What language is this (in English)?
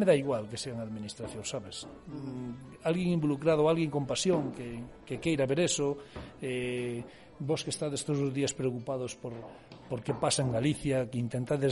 Galician